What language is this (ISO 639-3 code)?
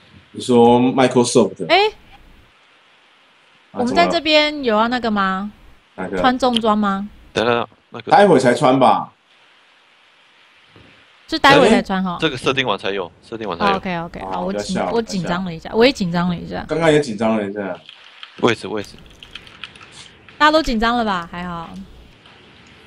zho